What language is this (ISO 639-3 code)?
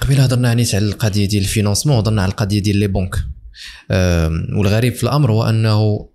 ary